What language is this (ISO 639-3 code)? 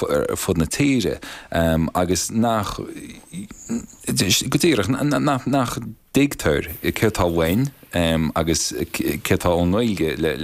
gle